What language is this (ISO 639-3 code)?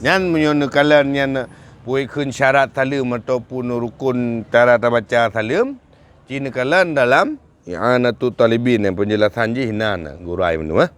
ace